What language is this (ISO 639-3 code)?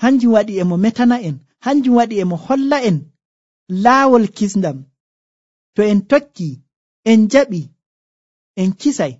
fuv